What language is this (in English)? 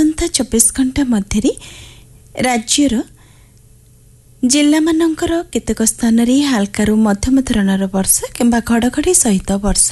Odia